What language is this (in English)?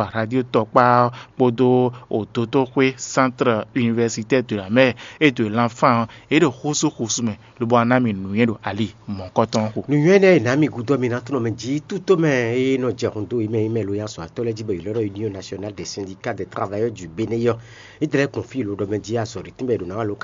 Fon